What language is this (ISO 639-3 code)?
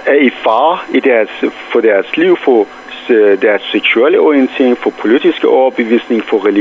dan